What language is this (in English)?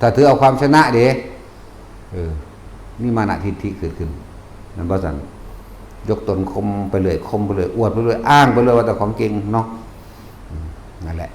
Northeastern Thai